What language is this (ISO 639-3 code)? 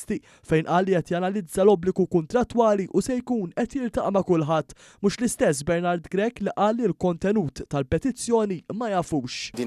mlt